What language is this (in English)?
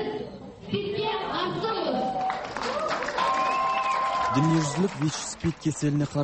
Kazakh